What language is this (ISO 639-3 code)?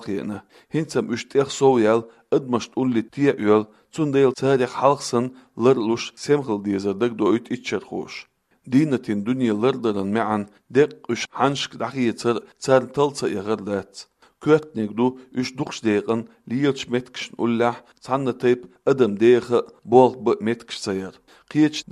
che